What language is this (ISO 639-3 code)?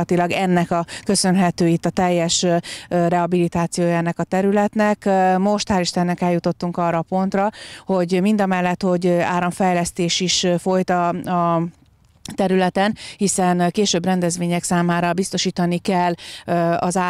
hun